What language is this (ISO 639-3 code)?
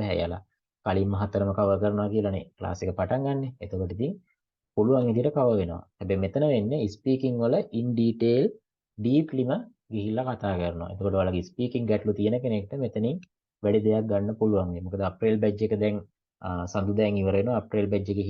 sin